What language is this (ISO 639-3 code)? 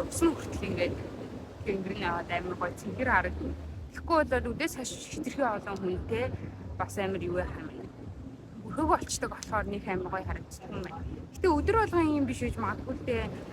mon